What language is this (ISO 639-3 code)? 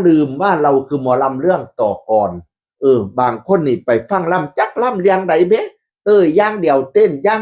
tts